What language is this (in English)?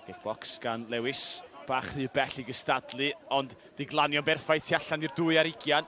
Welsh